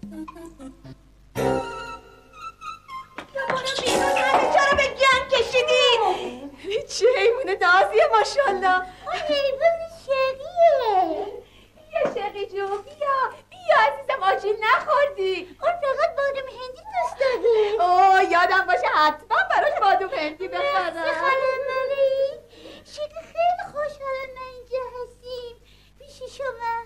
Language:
Persian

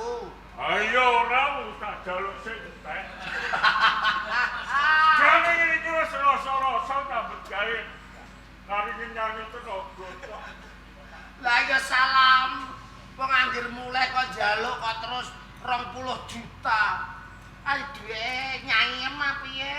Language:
Javanese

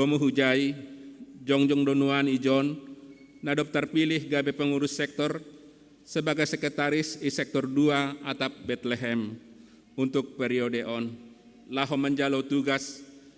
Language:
Batak Simalungun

